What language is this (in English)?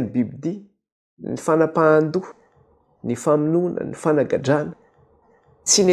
Malagasy